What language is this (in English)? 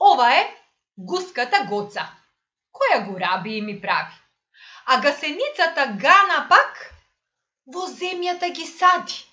Macedonian